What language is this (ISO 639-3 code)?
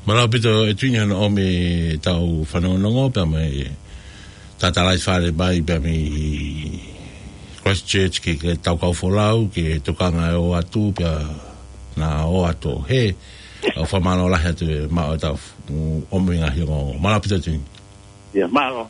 ton